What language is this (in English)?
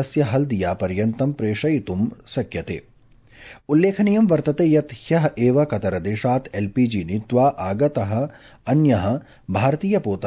Sanskrit